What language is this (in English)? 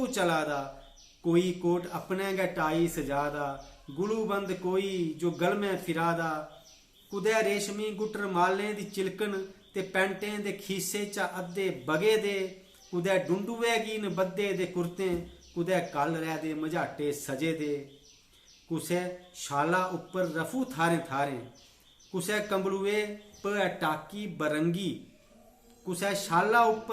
Dogri